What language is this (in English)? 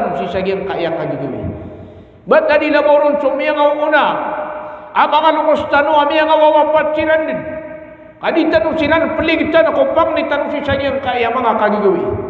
Maranao